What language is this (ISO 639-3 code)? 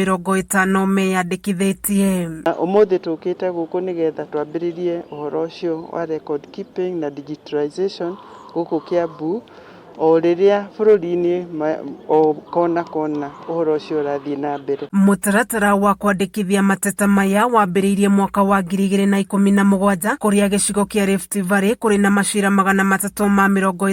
kik